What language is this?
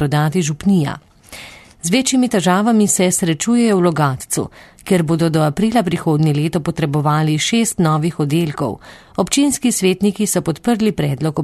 Slovenian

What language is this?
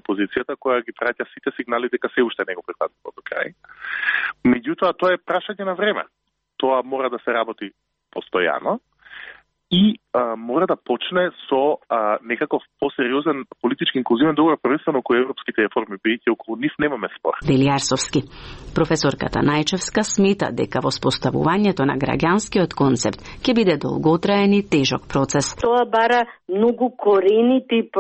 Macedonian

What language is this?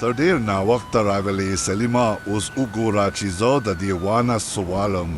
Pashto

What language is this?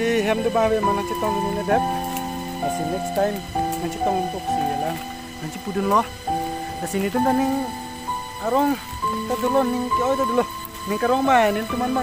Karbi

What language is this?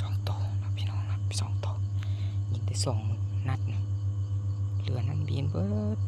Lao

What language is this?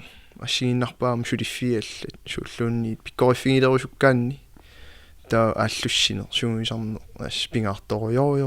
Kalaallisut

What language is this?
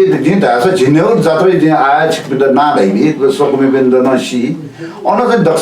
Newari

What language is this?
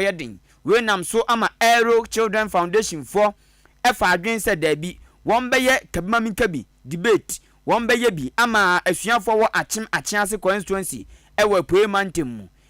Akan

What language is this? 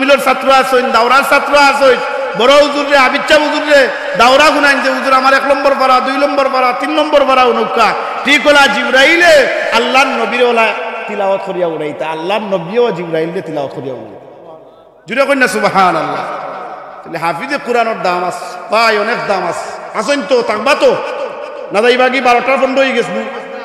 Sylheti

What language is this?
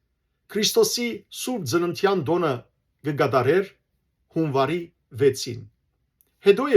Western Armenian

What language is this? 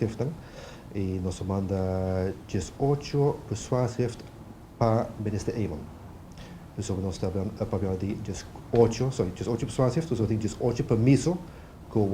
Papiamento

